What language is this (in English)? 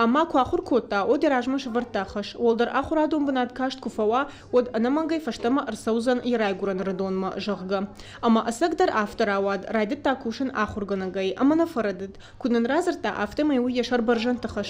Ossetic